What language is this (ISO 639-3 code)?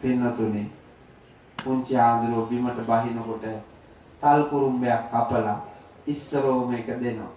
sin